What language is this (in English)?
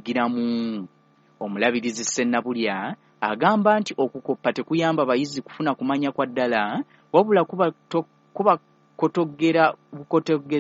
Ganda